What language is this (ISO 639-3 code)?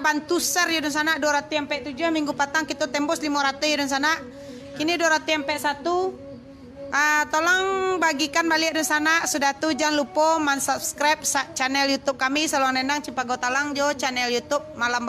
min